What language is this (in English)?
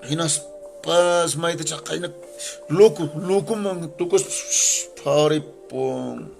Quechua